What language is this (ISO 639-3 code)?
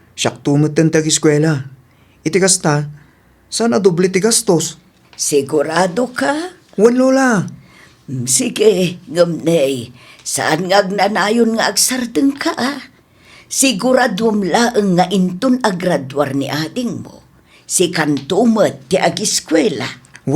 ilo